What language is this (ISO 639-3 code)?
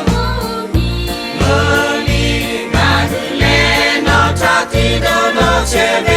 lhu